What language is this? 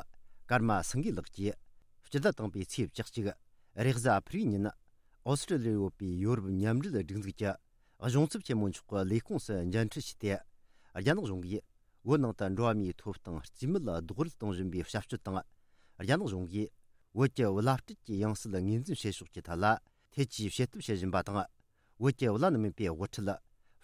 Tibetan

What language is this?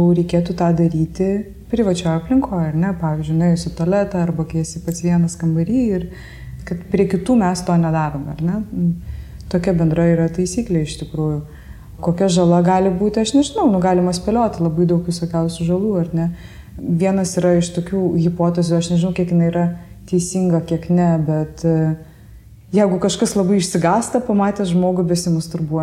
Lithuanian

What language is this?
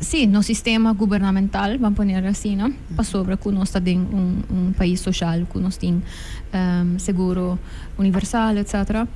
Papiamento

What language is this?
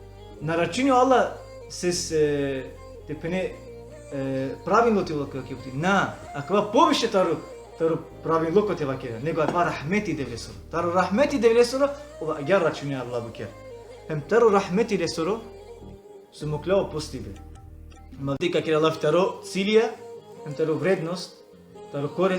Balkan Romani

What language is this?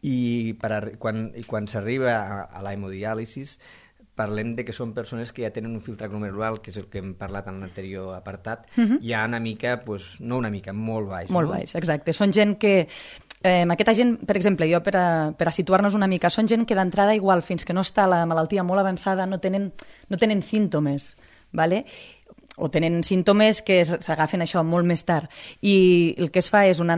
Catalan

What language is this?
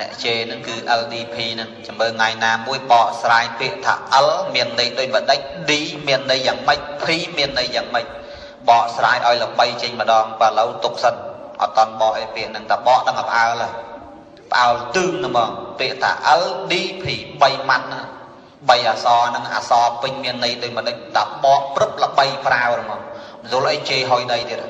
Khmer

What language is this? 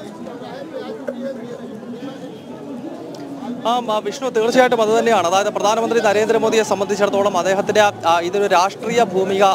Malayalam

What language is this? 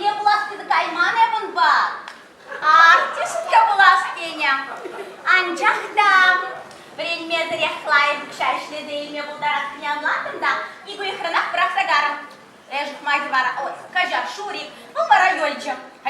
Chuvash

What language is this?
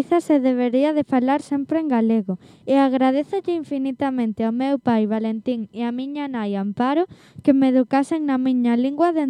Galician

